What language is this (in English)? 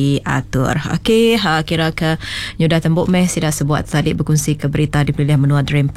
Iban